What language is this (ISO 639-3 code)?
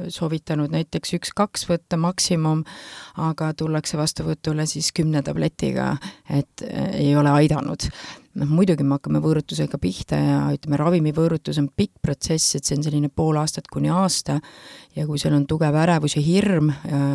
est